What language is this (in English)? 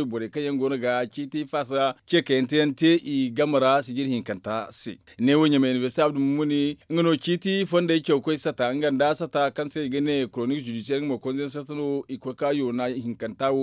Zarma